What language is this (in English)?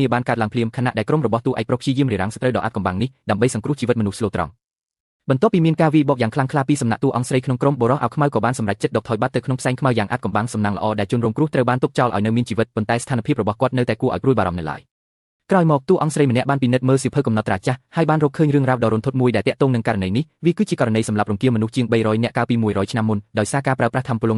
Khmer